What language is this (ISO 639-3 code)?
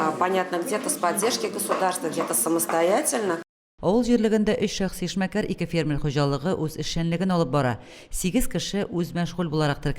tat